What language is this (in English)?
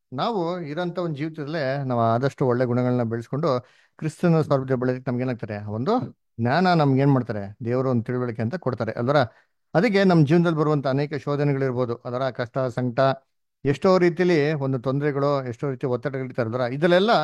Kannada